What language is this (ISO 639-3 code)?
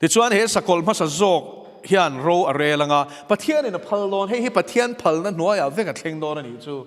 lus